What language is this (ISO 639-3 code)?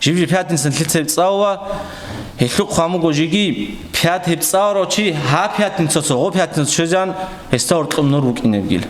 ava